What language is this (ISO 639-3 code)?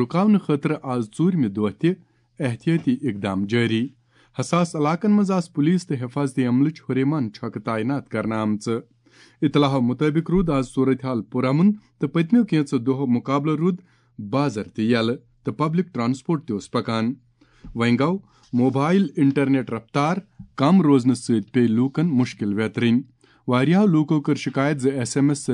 kas